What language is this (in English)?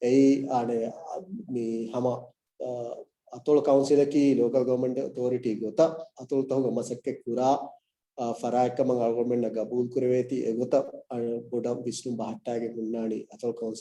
Divehi